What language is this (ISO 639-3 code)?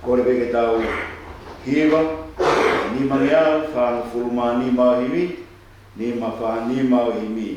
ton